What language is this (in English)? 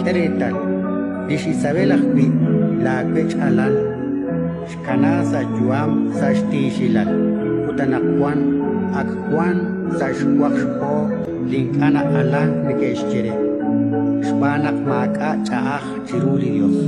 Kekchí